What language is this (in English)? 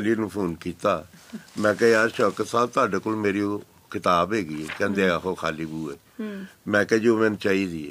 Punjabi